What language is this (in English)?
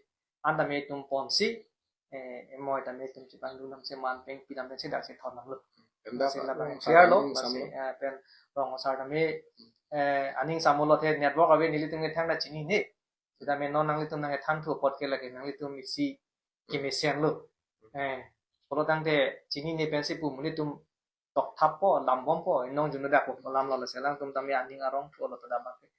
Karbi